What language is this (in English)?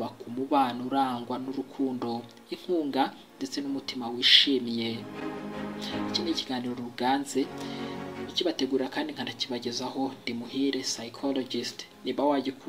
Kinyarwanda